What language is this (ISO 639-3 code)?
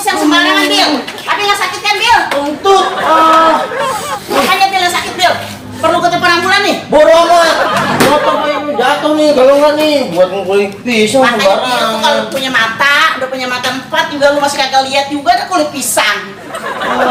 bew